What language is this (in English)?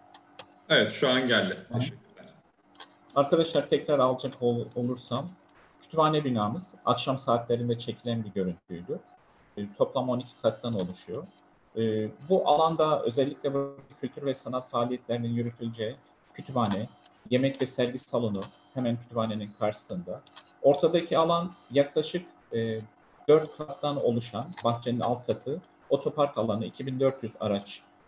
Turkish